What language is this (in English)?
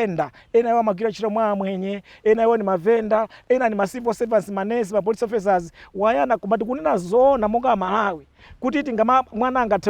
Nyanja